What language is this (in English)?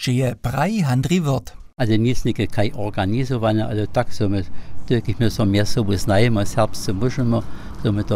Upper Sorbian